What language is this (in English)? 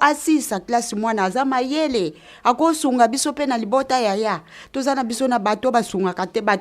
Lingala